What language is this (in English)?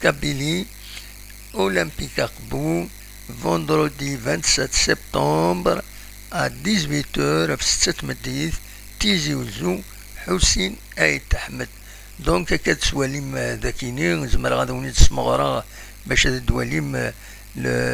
Kabyle